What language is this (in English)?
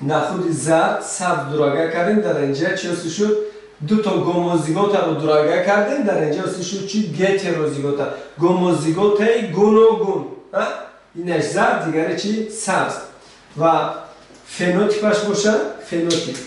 Tajik